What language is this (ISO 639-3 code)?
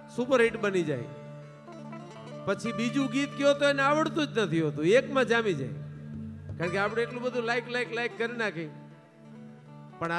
guj